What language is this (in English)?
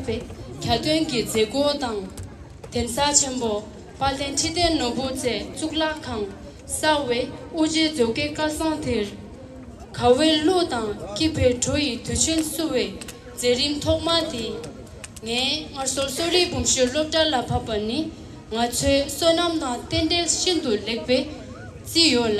Tibetan